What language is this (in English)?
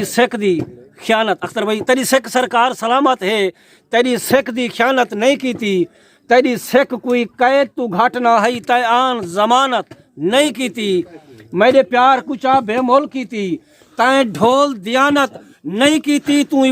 Saraiki